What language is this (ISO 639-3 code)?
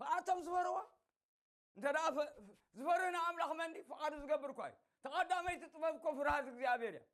tir